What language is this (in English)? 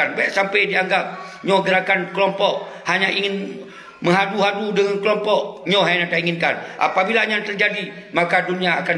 Achinese